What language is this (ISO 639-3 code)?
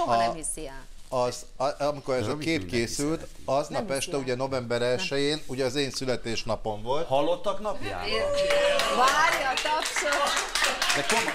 hun